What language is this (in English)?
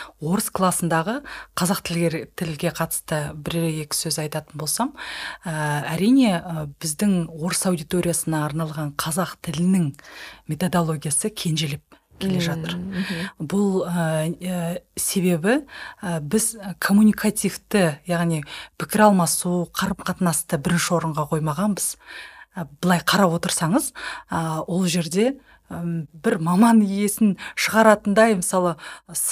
Kazakh